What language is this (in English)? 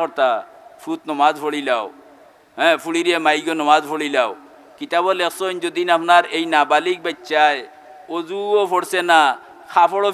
Sylheti